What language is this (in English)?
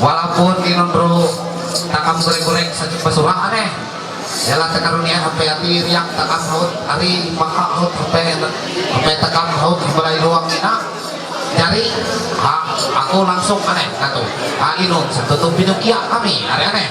Ma'anyan